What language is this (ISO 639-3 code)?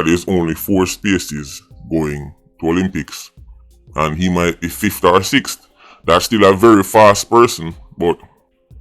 jam